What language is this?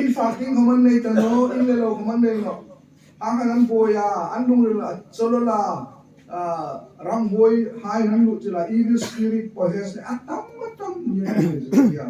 Hmar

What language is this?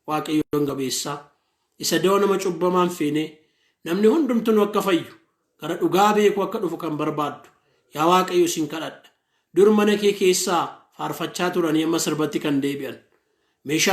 Oromo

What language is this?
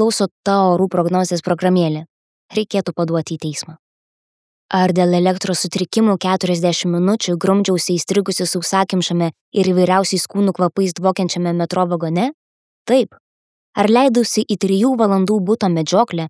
Lithuanian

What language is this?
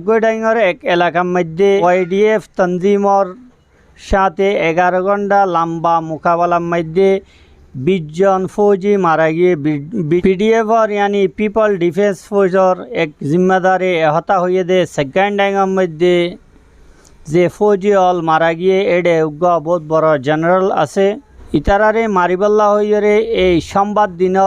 Rohingya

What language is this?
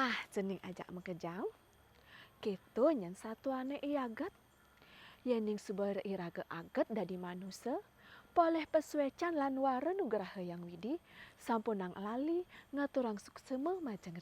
Balinese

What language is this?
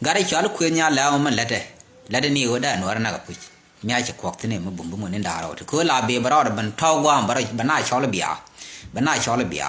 Nuer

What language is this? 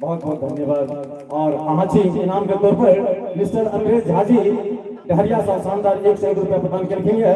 Maithili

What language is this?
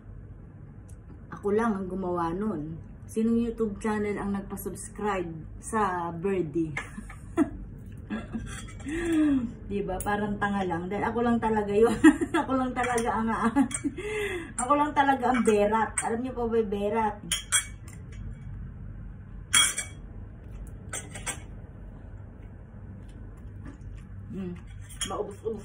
Filipino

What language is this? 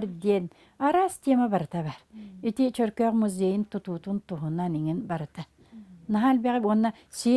Yakut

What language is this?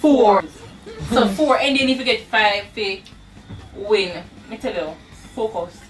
Jamaican Creole English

